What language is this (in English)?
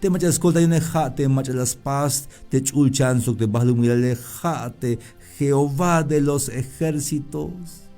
Tzeltal